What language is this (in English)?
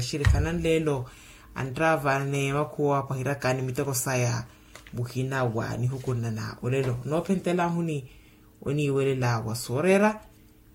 Makhuwa